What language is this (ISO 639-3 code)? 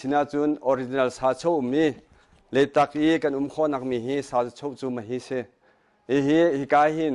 cnh